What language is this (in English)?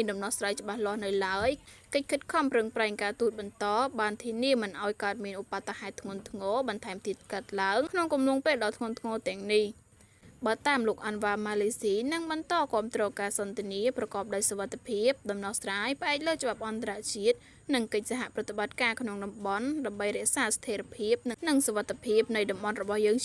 Khmer